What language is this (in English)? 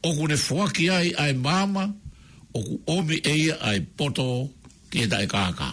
Tongan